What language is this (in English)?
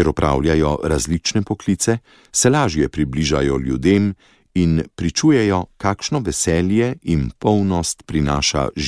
Slovenian